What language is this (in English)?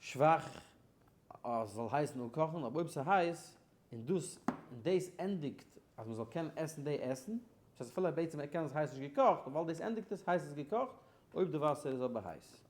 Yiddish